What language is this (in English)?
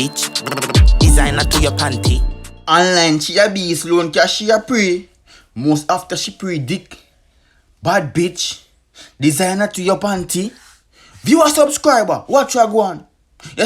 Jamaican Creole English